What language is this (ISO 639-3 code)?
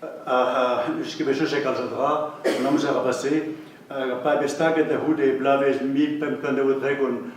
bre